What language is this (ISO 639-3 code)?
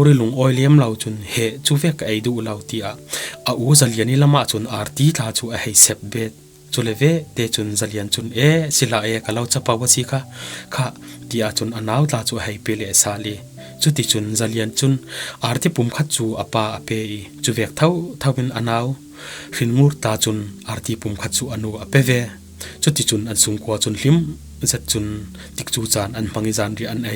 cfm